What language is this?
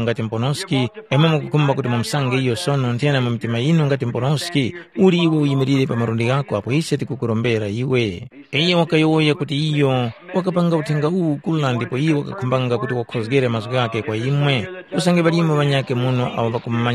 Tumbuka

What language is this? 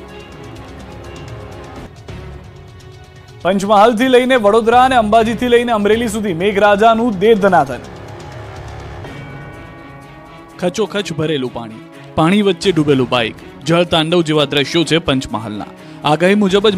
Gujarati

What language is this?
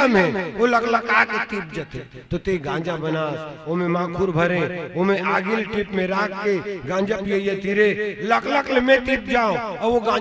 Chhattisgarhi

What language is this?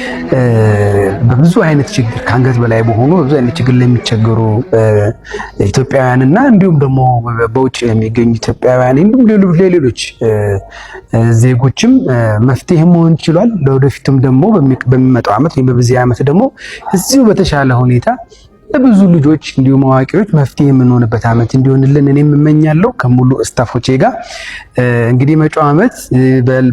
Amharic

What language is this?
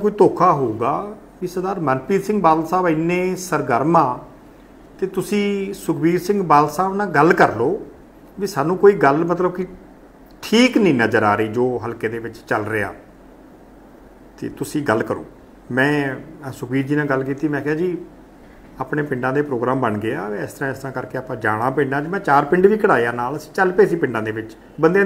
Punjabi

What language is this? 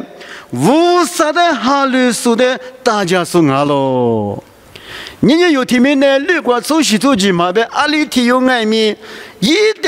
Lisu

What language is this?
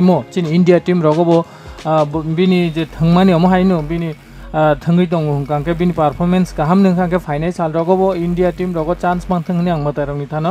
Kok Borok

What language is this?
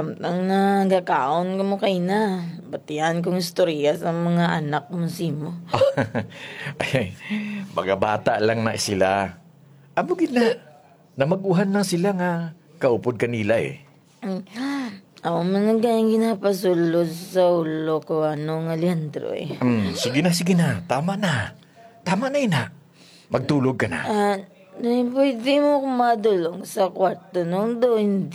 Hiligaynon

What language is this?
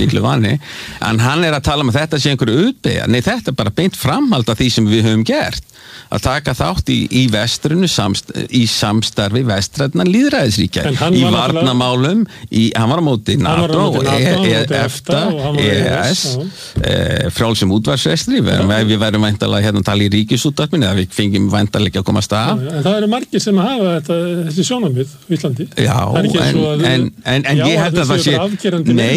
Icelandic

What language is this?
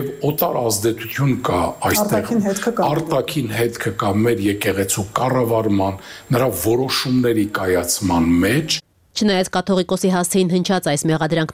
Armenian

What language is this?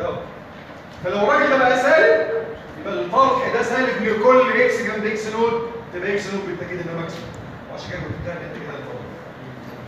Egyptian Arabic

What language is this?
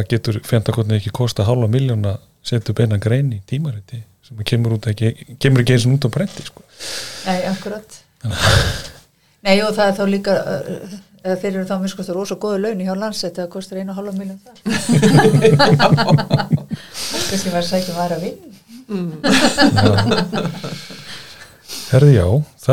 Icelandic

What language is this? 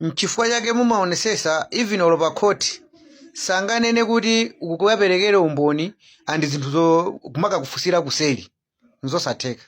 Nyanja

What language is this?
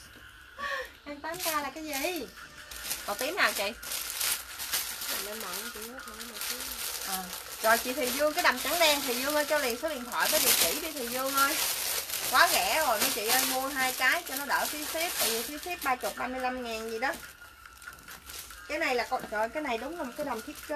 Vietnamese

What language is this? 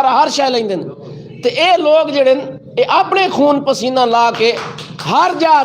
Western Panjabi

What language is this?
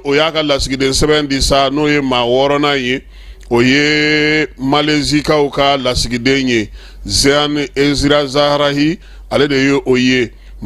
Bambara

